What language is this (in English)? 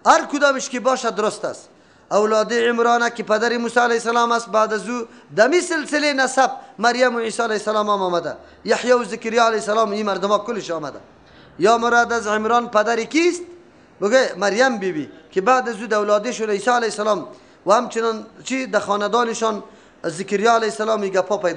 Persian